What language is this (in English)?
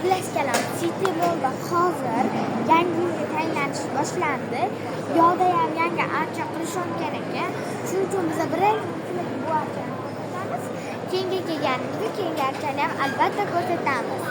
Uzbek